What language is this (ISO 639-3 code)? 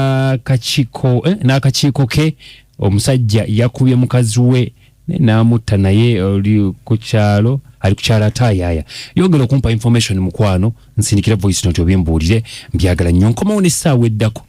lug